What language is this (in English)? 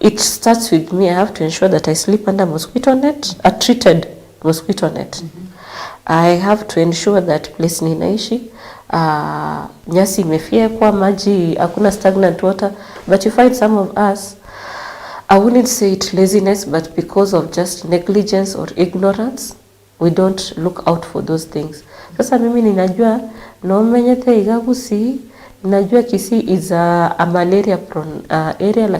Gusii